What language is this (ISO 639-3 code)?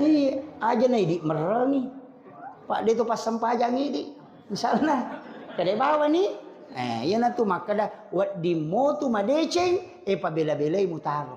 bug